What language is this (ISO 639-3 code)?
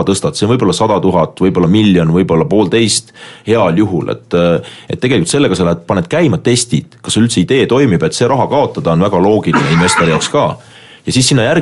est